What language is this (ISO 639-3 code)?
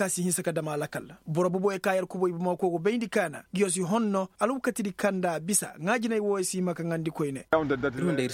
dje